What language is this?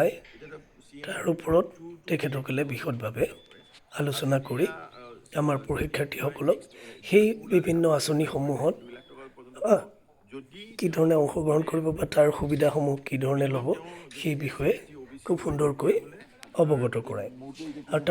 Assamese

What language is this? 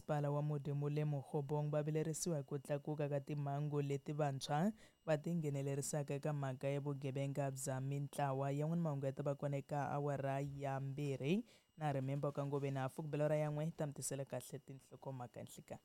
Tsonga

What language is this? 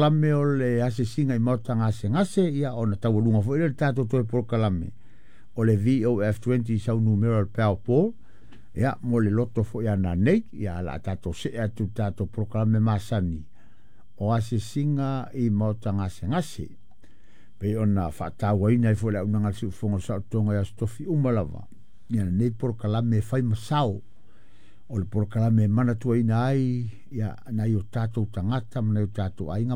Samoan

